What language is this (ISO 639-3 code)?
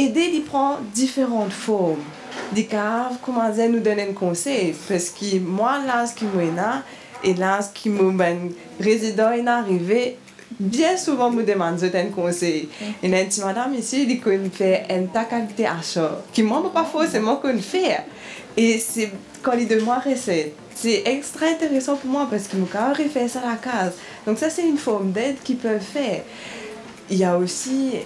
mfe